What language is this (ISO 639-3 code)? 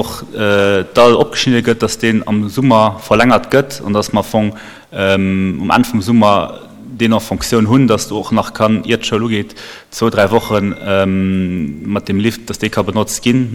ltz